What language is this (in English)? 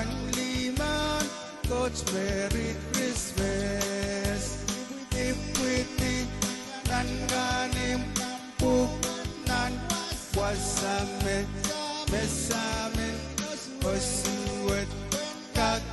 Pohnpeian